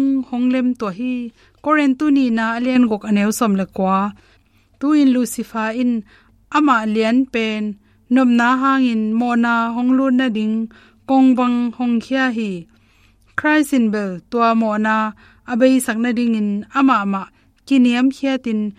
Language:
Tedim Chin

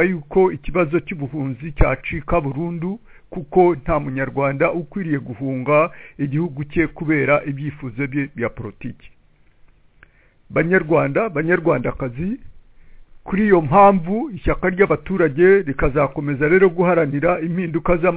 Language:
Kinyarwanda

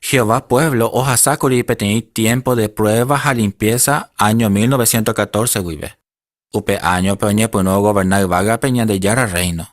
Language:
Guarani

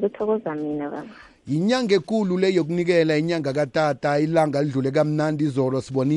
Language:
South Ndebele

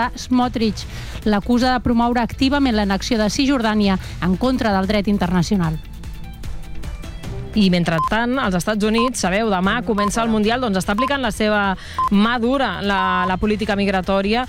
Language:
Catalan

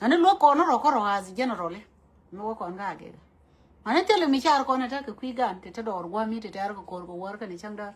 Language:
Nuer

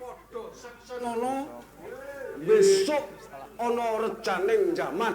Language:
Javanese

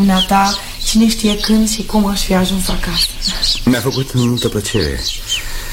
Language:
Romanian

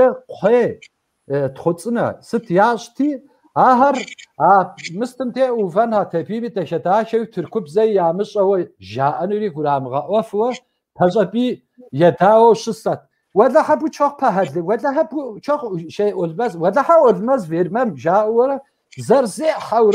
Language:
Kabardian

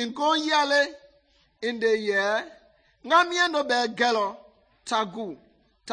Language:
Mende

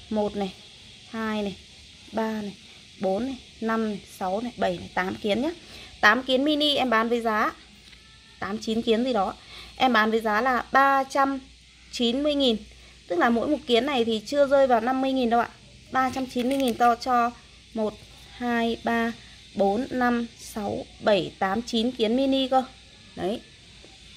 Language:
Vietnamese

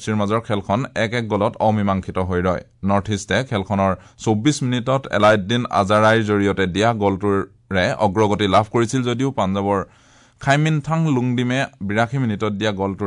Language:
Assamese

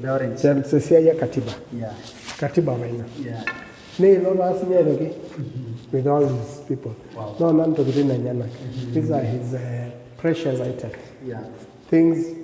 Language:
Masai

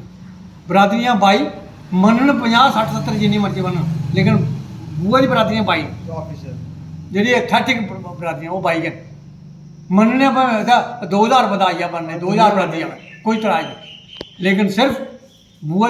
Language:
Dogri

